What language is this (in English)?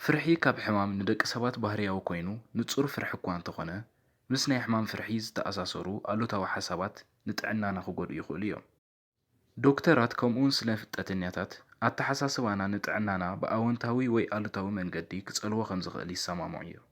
Tigrinya